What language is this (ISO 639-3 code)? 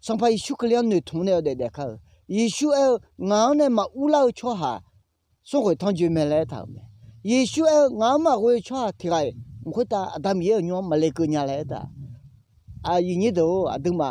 ahk